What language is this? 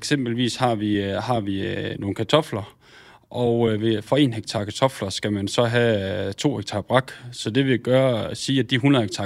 Danish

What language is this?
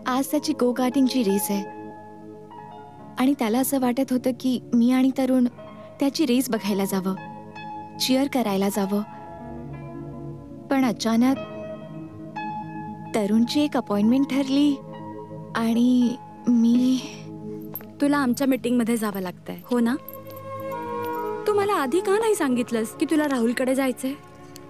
Marathi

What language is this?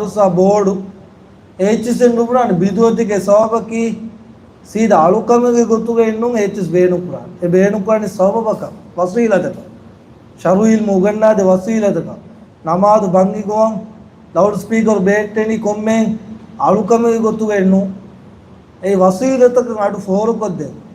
Divehi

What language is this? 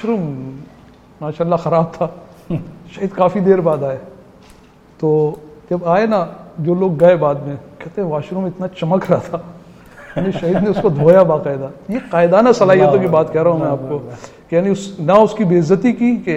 Urdu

